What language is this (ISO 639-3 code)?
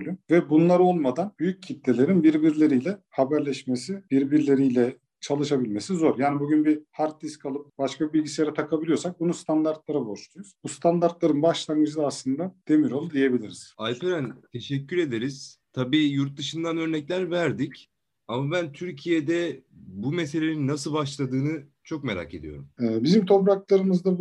tur